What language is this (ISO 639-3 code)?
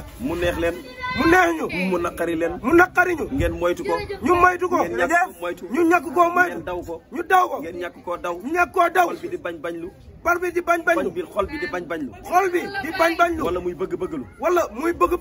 wol